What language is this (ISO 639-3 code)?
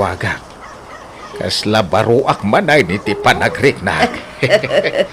ilo